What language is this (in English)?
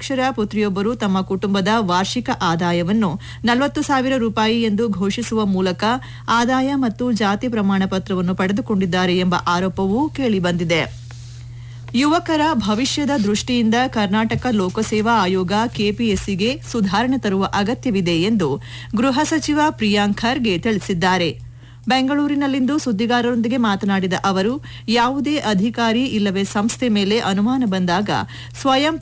Kannada